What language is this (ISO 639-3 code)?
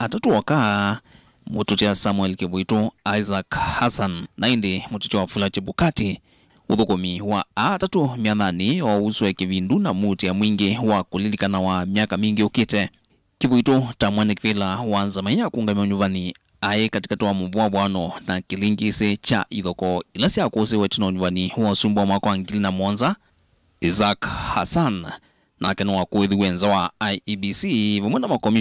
kam